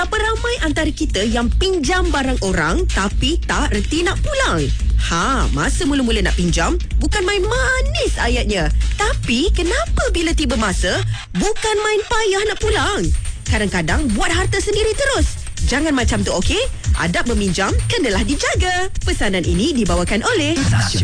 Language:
Malay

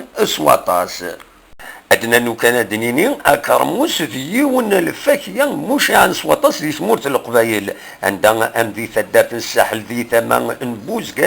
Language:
Kabyle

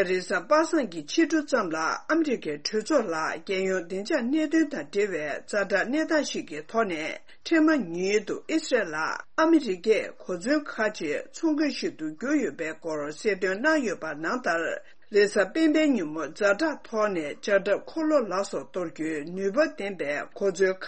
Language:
Tibetan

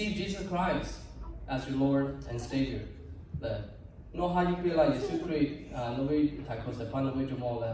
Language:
Lahu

